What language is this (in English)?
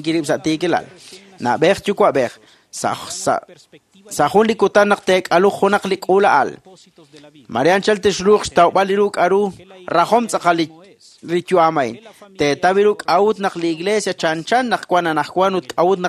Kekchí